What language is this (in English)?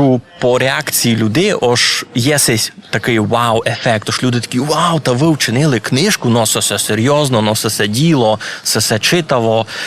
Rusyn